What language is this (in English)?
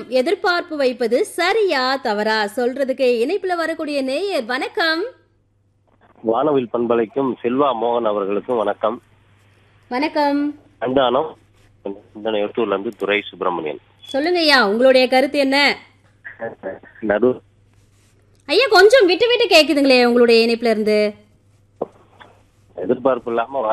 Tamil